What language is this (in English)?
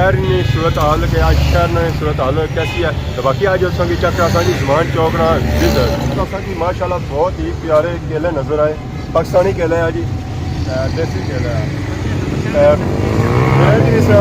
Pahari-Potwari